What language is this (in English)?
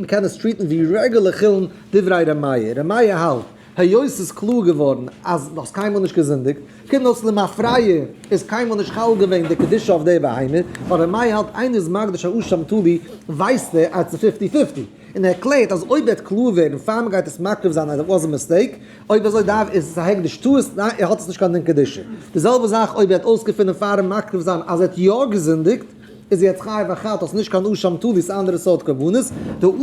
Yiddish